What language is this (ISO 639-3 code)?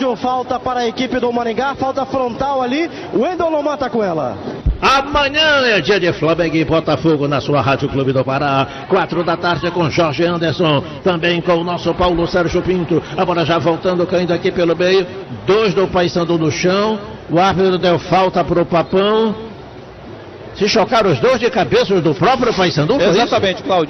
por